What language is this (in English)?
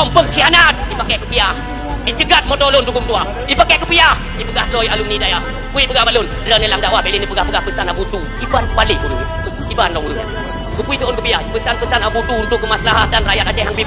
Achinese